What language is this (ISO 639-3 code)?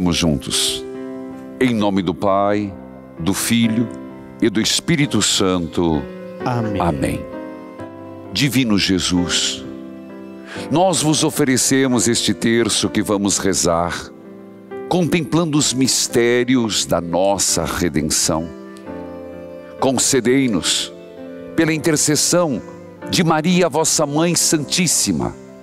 por